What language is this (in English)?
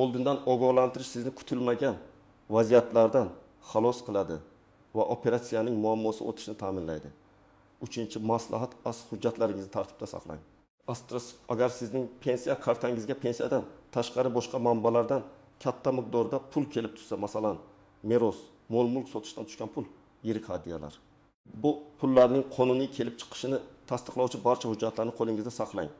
Uzbek